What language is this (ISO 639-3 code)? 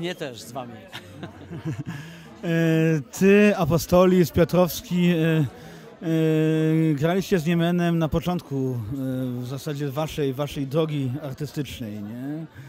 pol